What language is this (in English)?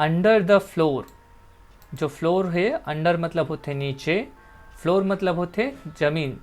Chhattisgarhi